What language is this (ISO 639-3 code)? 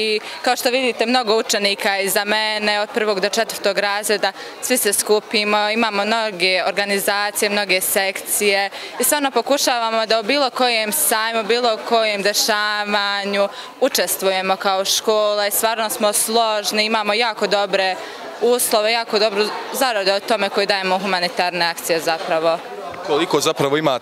bos